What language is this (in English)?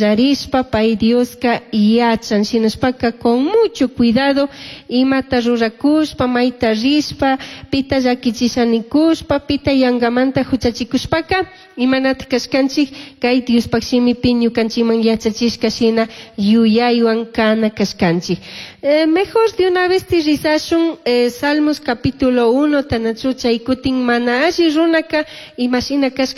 Chimborazo Highland Quichua